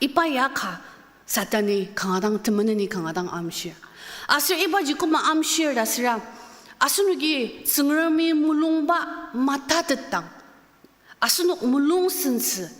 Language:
Ao Naga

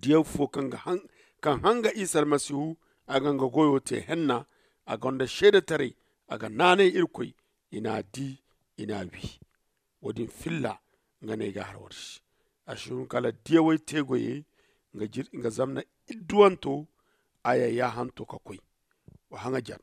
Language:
Zarma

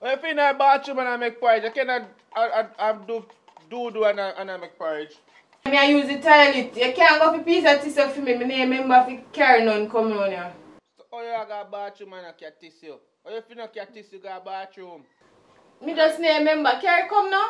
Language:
Jamaican Creole English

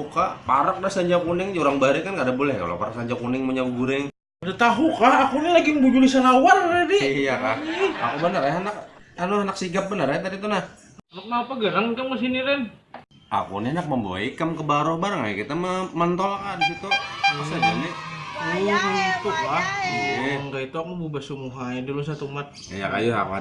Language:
Banjar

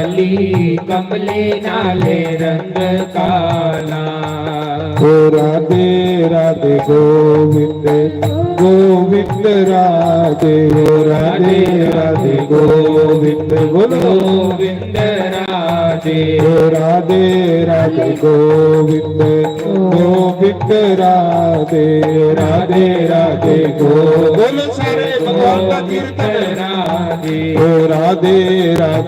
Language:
Dogri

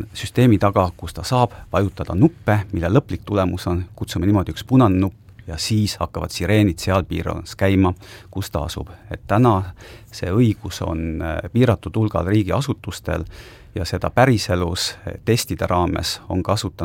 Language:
Estonian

